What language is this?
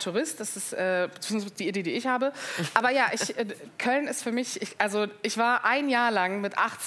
German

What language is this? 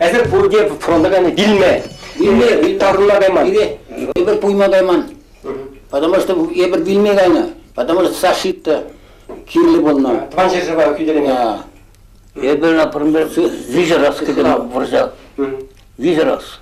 Chuvash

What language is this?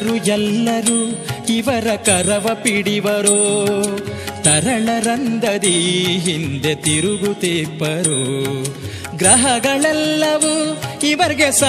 Kannada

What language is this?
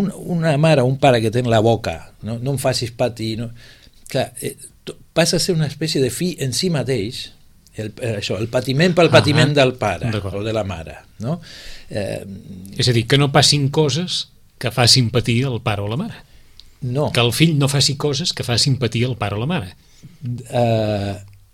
Catalan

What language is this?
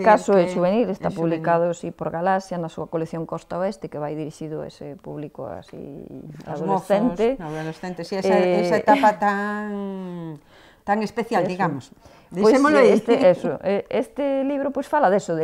Galician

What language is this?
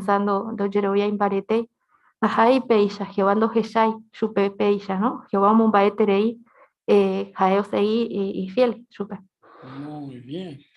Guarani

